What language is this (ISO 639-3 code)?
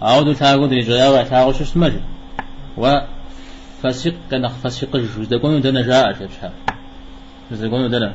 kbd